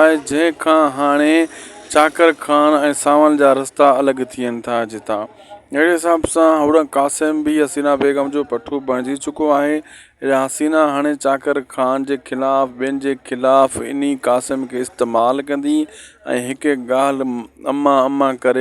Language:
Sindhi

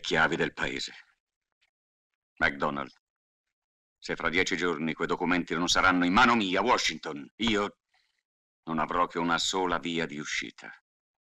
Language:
Italian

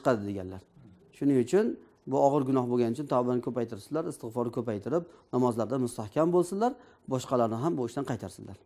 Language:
Uzbek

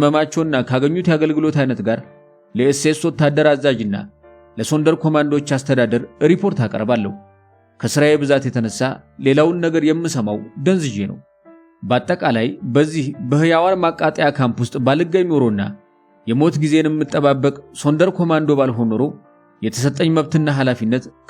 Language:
Amharic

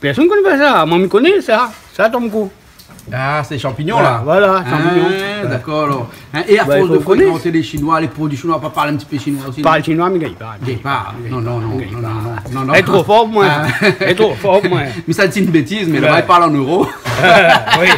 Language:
Réunion Creole French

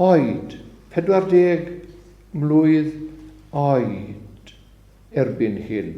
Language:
Welsh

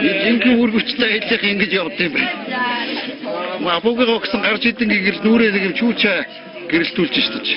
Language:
Mongolian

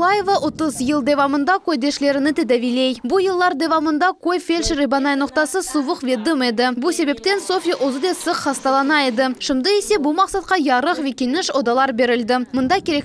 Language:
Crimean Tatar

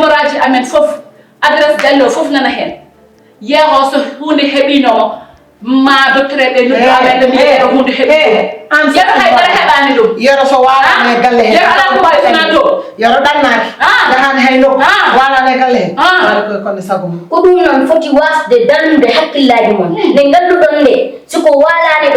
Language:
Fula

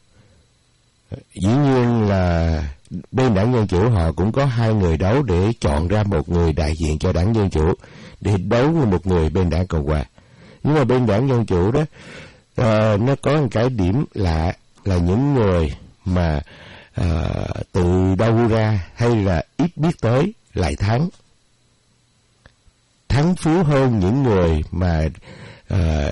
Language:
Vietnamese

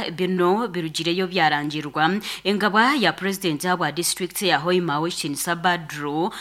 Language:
Nyankole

